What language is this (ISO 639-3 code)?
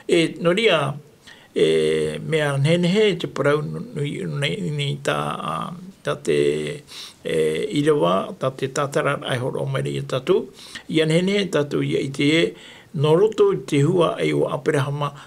tah